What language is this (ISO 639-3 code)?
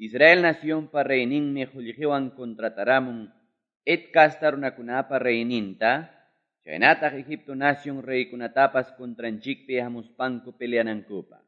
que